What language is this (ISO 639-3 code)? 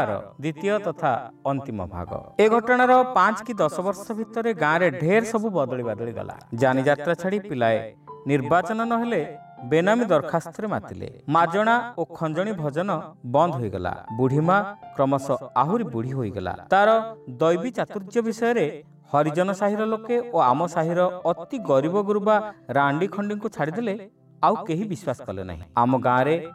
ori